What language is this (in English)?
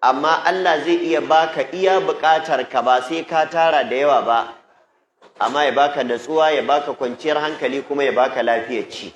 Hausa